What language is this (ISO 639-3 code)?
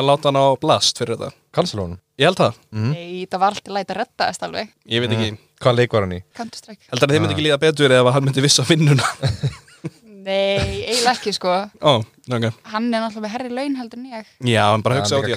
isl